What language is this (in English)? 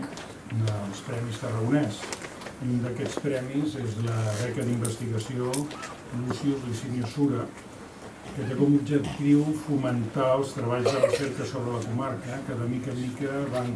Catalan